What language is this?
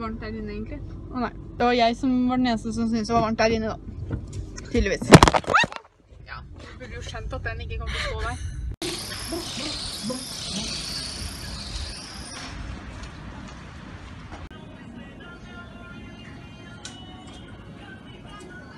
Norwegian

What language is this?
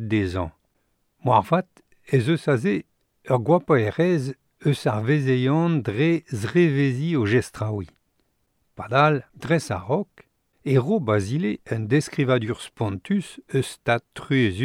Breton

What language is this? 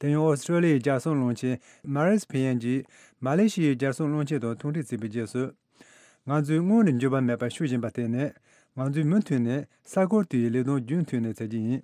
Tibetan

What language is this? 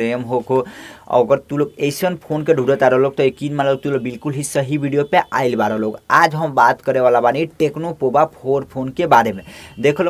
Bhojpuri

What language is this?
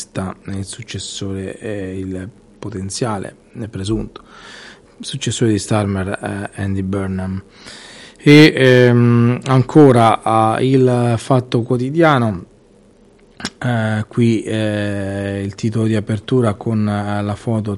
Italian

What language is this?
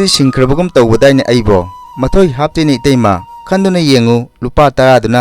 Manipuri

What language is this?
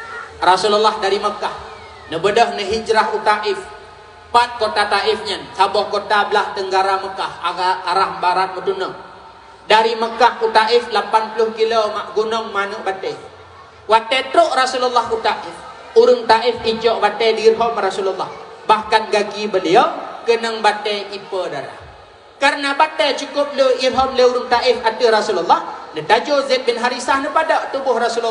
Achinese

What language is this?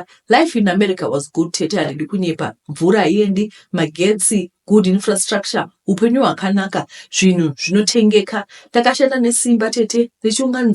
Shona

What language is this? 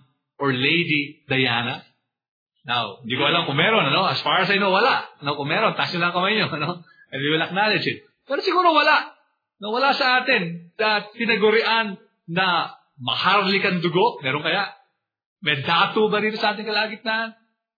Filipino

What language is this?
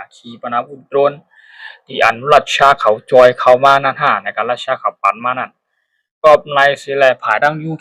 Shan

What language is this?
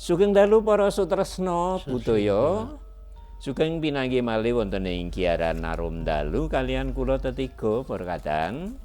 Javanese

